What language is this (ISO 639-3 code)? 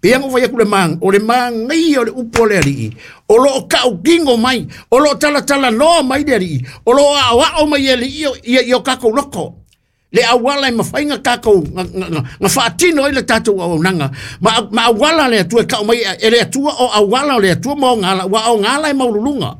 smo